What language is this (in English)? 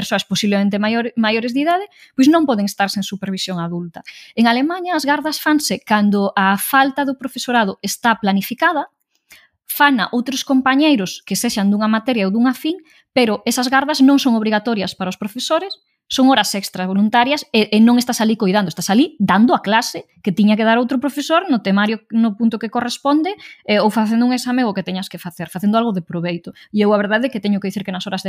Galician